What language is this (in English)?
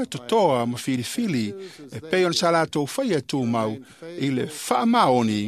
Samoan